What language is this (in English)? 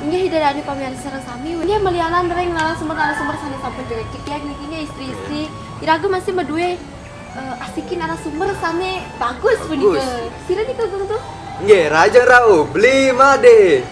Balinese